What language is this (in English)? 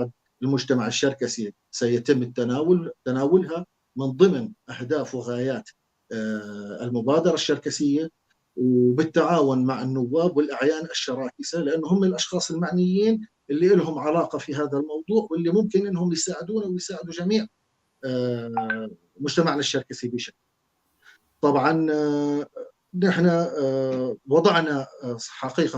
North Levantine Arabic